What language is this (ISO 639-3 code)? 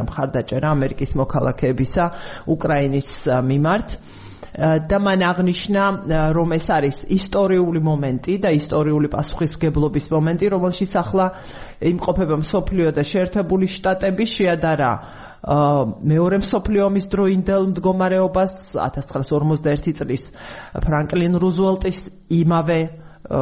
kat